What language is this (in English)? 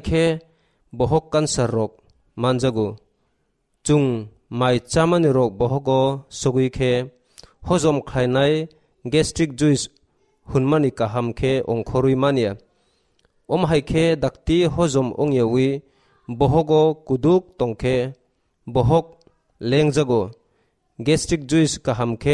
Kok Borok